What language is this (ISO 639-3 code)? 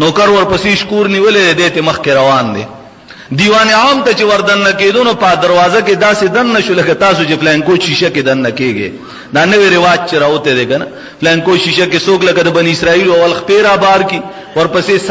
pus